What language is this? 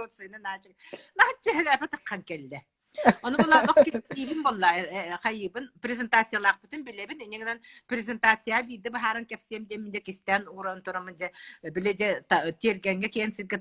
Yakut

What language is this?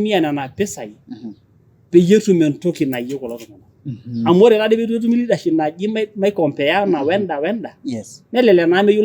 Masai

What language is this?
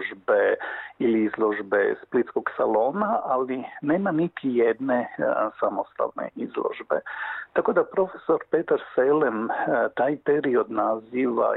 Croatian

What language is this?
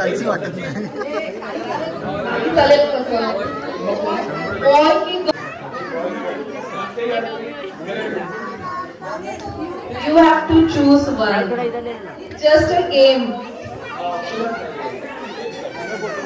Marathi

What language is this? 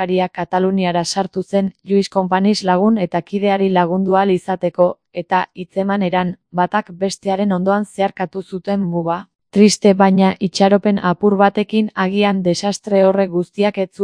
Basque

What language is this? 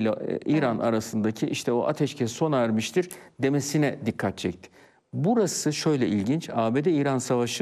Turkish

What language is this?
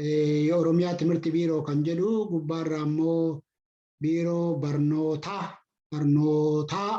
Oromo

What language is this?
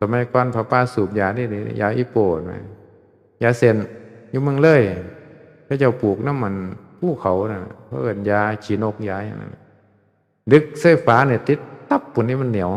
Northeastern Thai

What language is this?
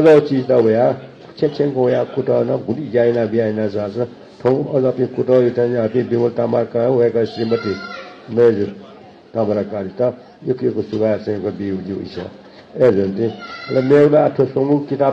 Newari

